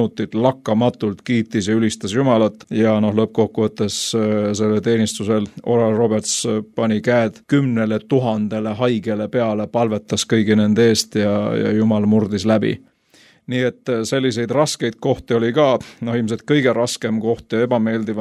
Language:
Estonian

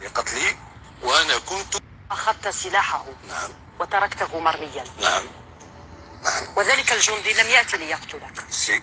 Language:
Kabyle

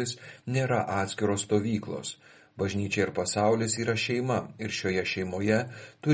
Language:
Lithuanian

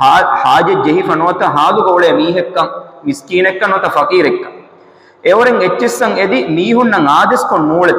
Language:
Divehi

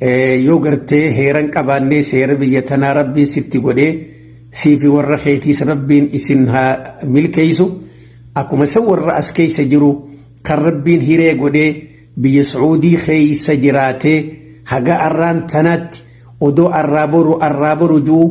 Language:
Oromo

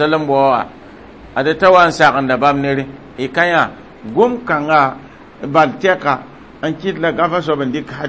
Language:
Mossi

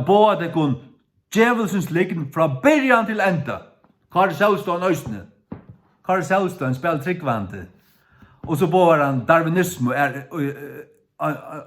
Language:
Faroese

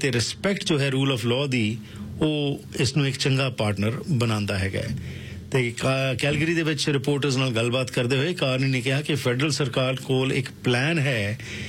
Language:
Punjabi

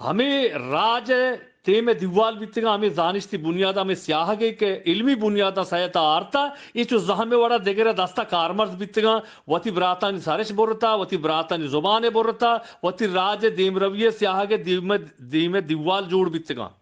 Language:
Eastern Balochi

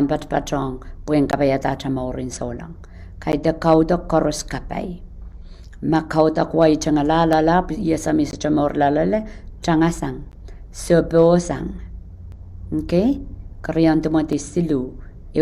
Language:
Pohnpeian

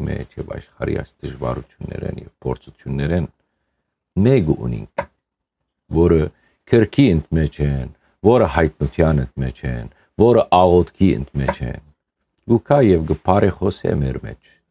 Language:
Western Armenian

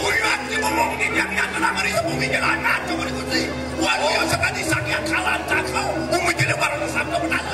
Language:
Balinese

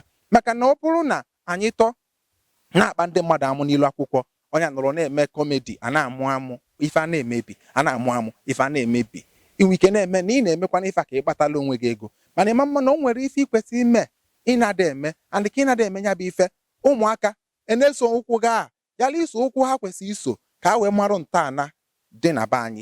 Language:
Igbo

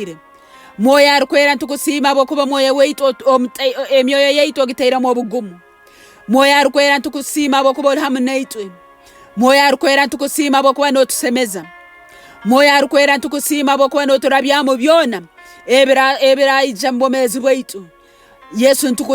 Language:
Nyoro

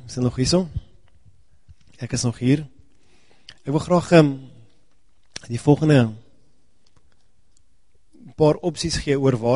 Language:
Afrikaans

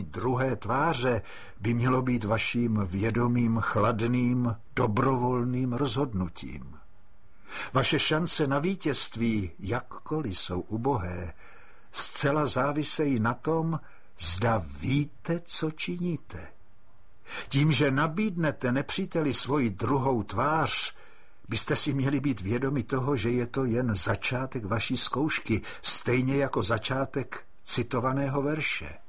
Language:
Czech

